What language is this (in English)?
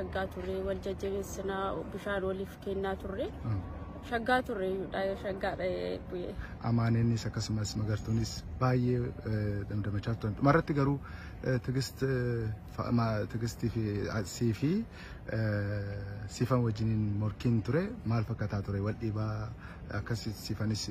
Oromo